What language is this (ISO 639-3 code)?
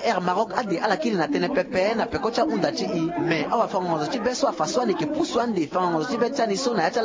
sag